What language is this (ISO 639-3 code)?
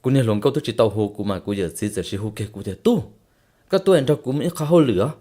hmn